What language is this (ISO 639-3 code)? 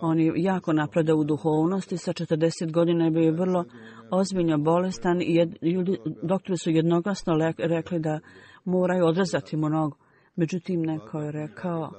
bos